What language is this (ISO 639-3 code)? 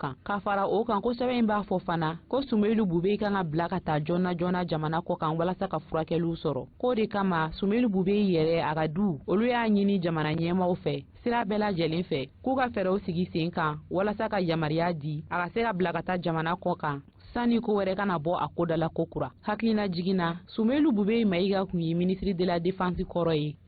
bam